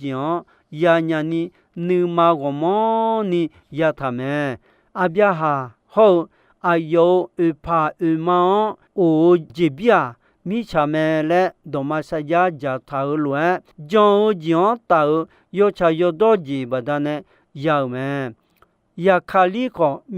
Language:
Akha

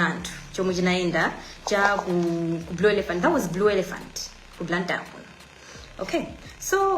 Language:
Nyanja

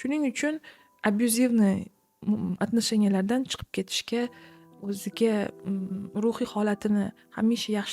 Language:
Uzbek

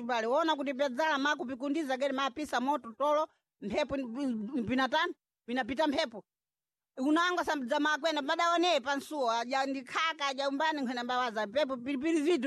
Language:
Sena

